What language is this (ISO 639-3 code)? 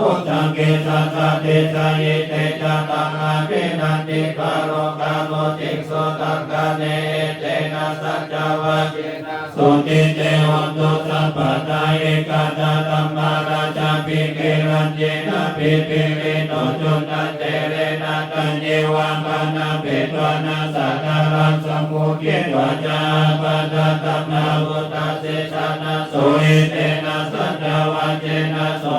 pli